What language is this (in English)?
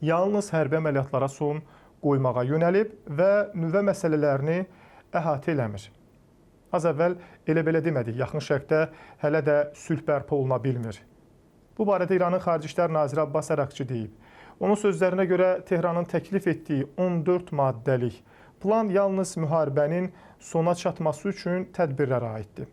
Azerbaijani